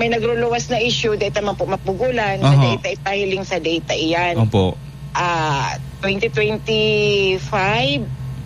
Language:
Bikol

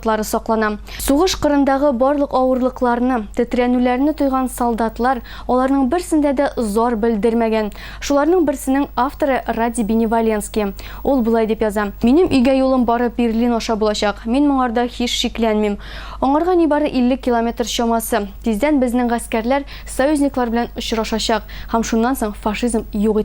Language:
Tatar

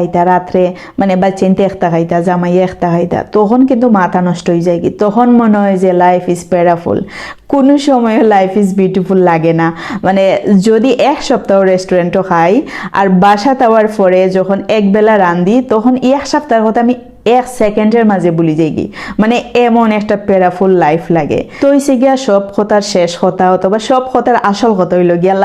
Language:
Sylheti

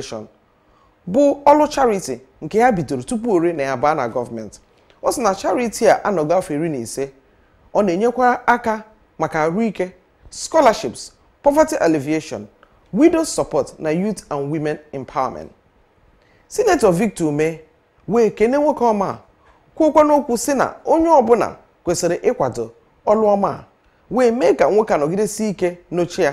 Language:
Igbo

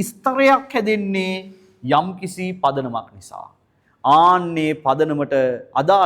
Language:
Sinhala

